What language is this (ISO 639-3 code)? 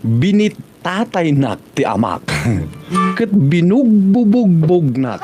ilo